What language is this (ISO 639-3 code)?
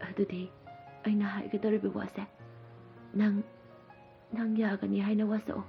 mni